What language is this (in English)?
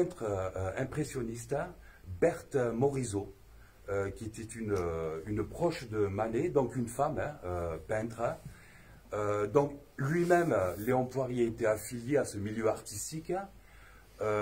French